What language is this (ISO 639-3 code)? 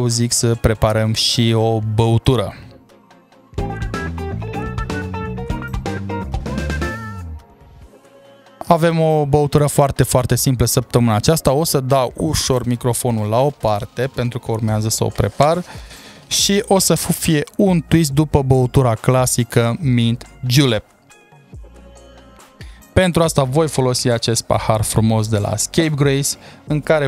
ron